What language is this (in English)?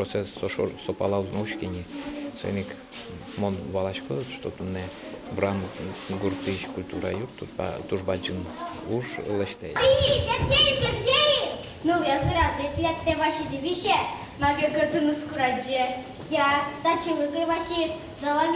Udmurt